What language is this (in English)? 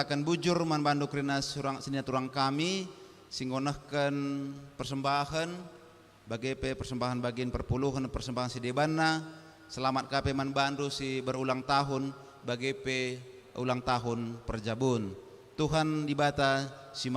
Batak Karo